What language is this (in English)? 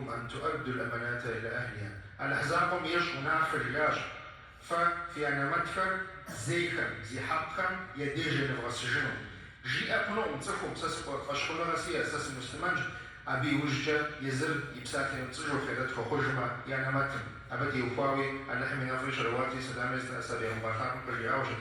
Kabardian